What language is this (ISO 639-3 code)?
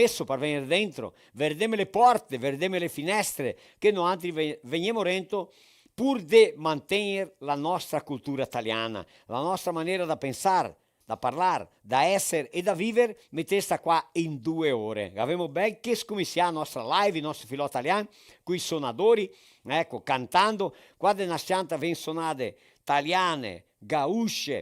vec